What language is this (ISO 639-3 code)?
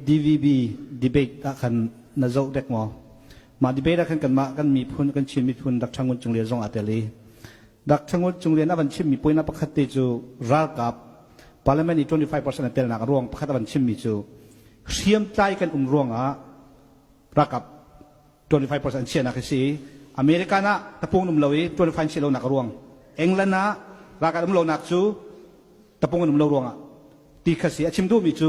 cnh